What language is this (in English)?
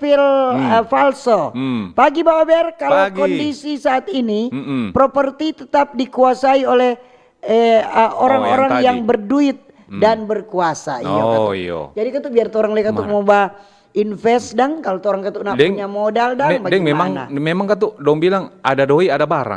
Manado Malay